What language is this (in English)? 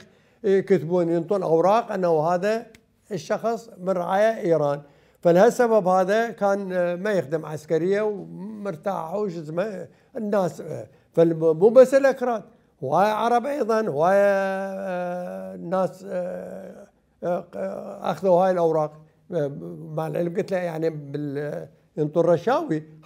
Mesopotamian Arabic